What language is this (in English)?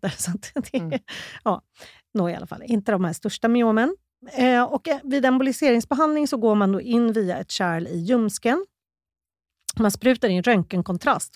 Swedish